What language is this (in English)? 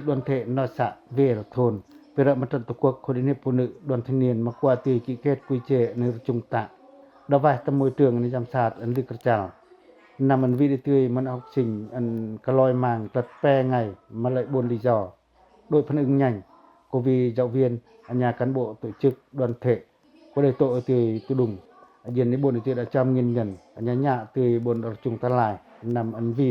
Pacoh